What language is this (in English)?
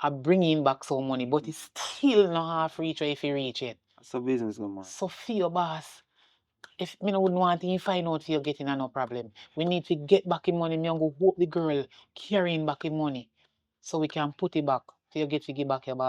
Jamaican Creole English